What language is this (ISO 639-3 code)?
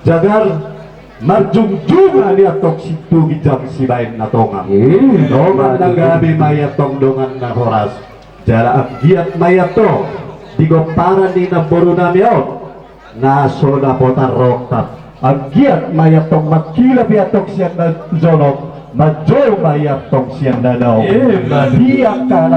bbc